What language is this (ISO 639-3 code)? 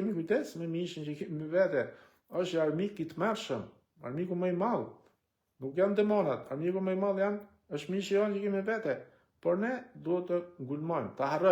sqi